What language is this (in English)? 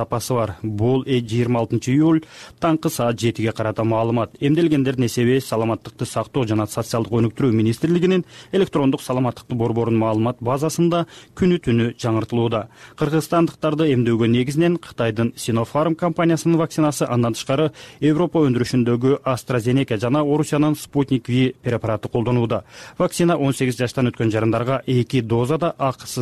Kyrgyz